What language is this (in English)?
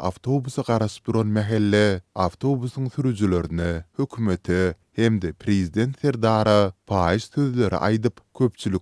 Turkmen